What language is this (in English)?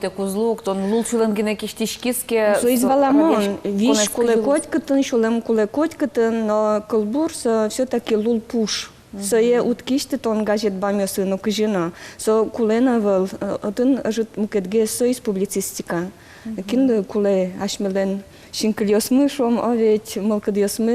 Udmurt